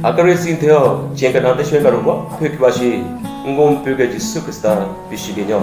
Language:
Southern Rengma Naga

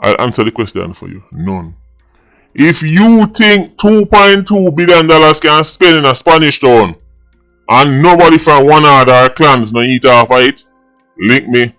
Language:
Jamaican Creole English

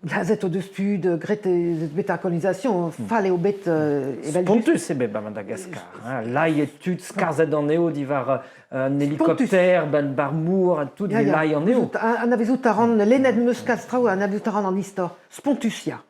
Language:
Breton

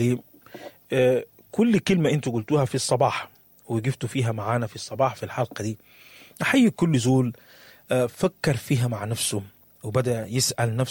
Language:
Sudanese Arabic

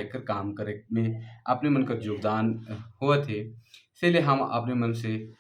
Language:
Sadri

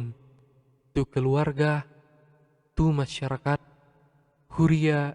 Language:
Batak Toba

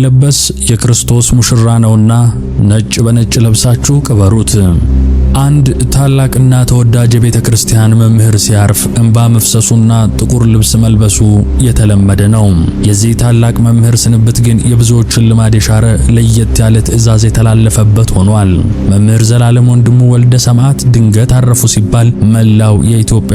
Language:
Amharic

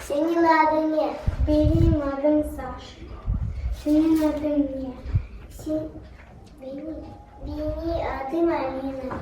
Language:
Gagauz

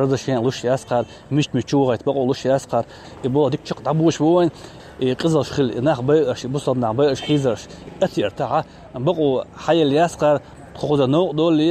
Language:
Chechen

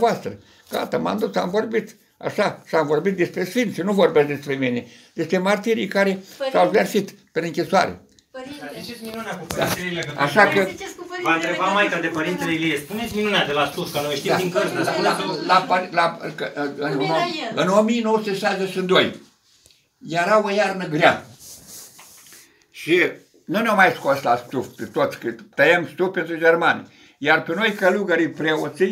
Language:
Romanian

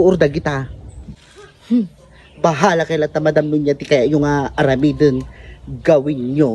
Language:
Iloko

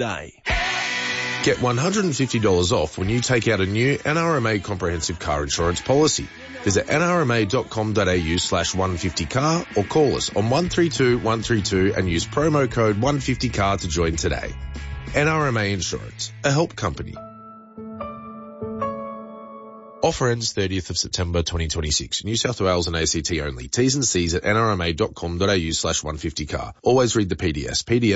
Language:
English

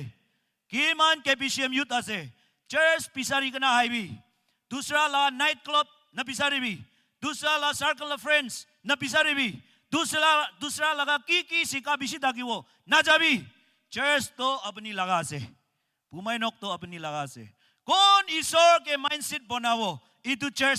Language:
Naga Pidgin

